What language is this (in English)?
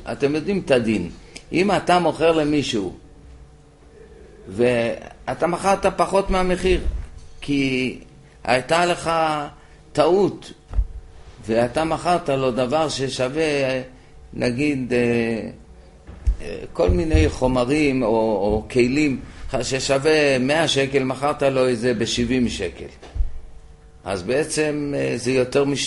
Hebrew